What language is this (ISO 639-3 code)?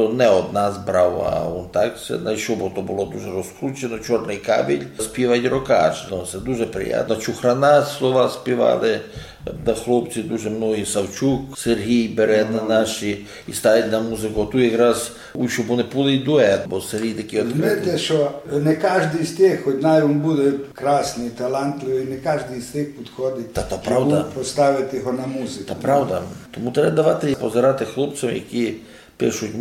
rue